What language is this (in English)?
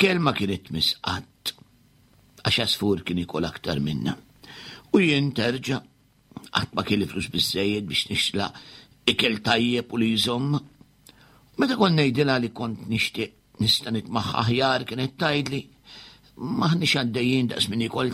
Maltese